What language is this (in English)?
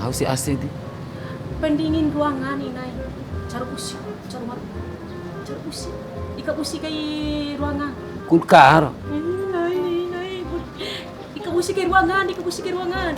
Bima